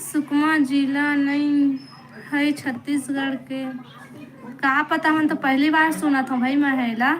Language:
Chhattisgarhi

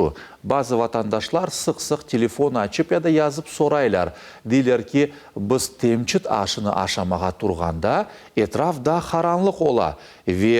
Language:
Crimean Tatar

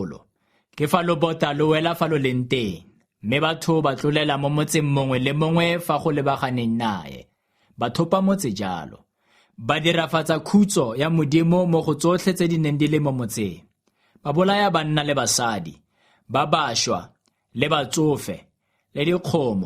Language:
Tswana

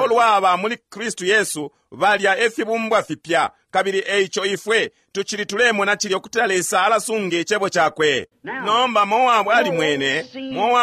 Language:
Bemba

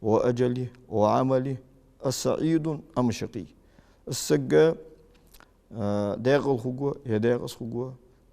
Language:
Ingush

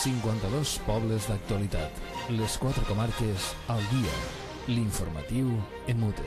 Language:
Catalan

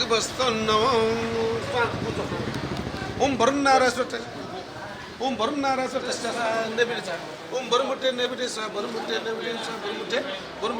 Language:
Newari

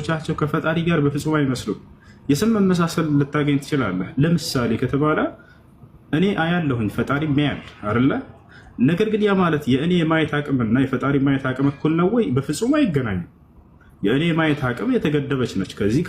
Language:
Amharic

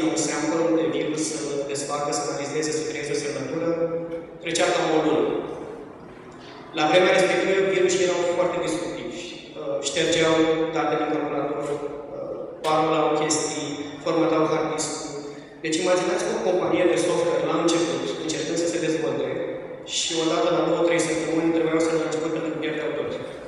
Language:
Romanian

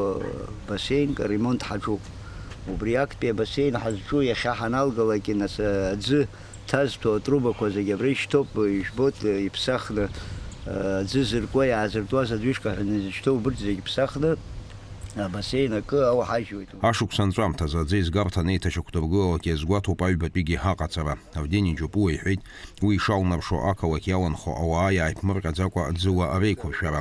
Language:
Abkhazian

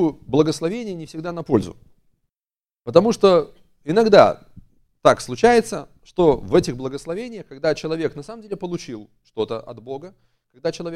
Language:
Russian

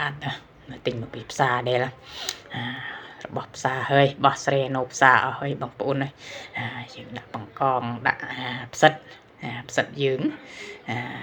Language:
Khmer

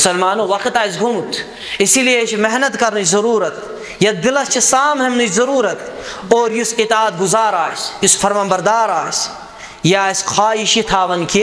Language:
Kashmiri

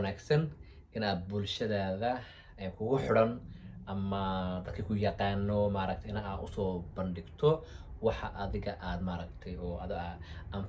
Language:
Somali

